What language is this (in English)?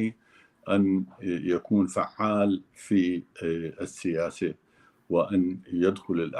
North Levantine Arabic